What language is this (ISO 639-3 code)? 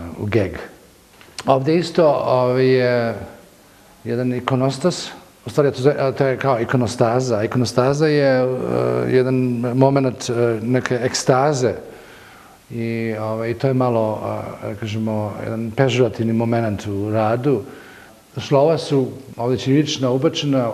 srp